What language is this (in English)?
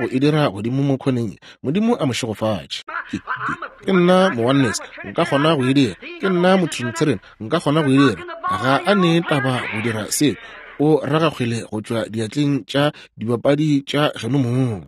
Northern Sotho